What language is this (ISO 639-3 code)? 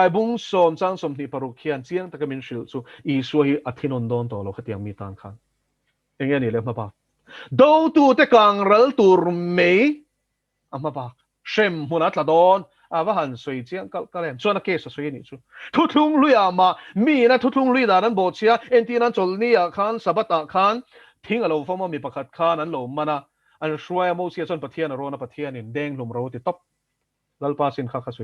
lus